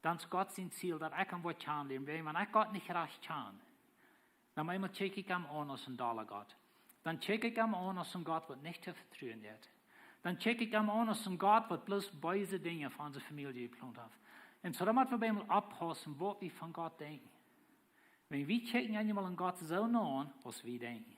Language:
Plautdietsch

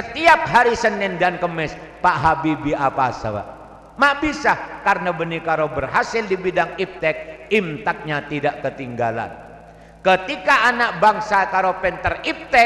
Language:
Madurese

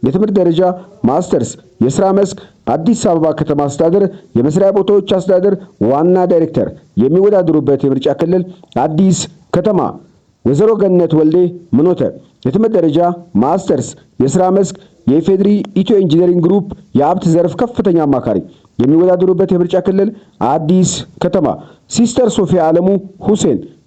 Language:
Amharic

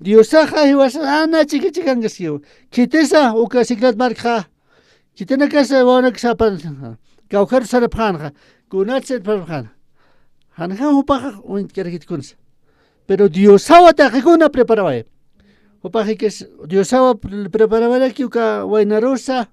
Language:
Aymara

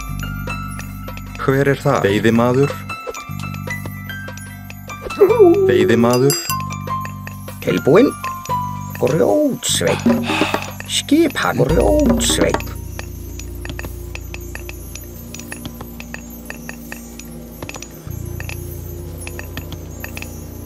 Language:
Icelandic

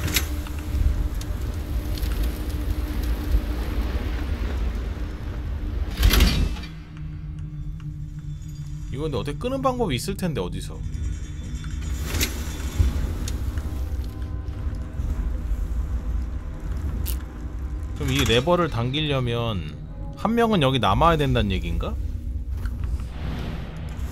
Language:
Korean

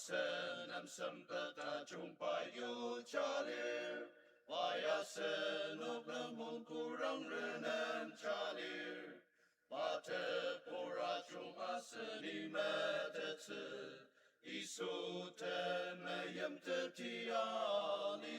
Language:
Ao Naga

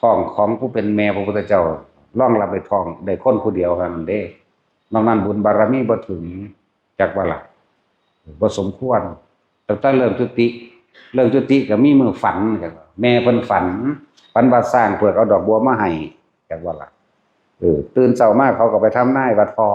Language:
Northeastern Thai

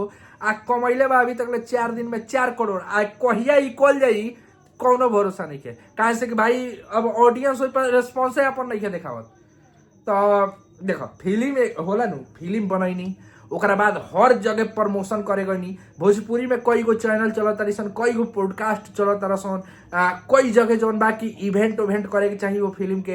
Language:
Bhojpuri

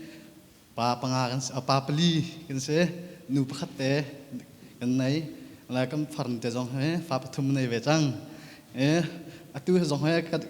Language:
Hakha Chin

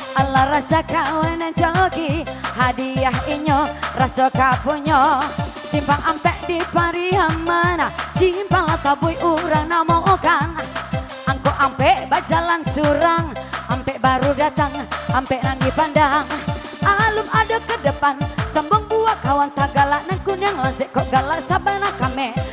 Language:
Minangkabau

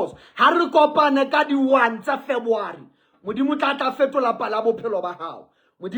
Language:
Southern Sotho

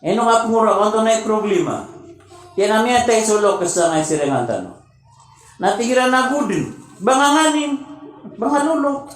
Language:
Maranao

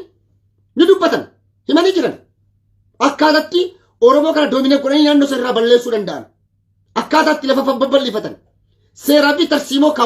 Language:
Oromo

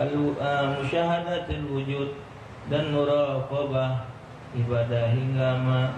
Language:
Musi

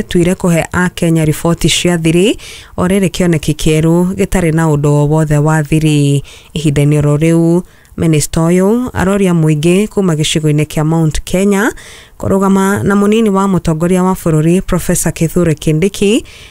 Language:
Kikuyu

